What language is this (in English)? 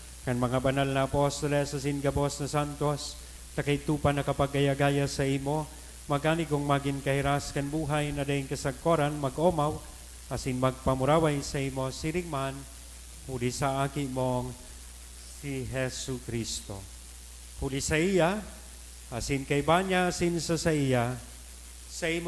Bikol